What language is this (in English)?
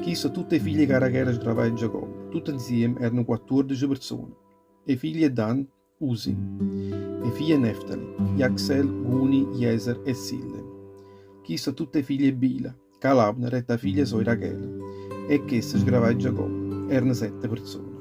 Neapolitan